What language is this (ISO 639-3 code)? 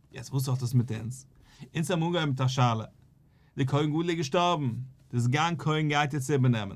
yid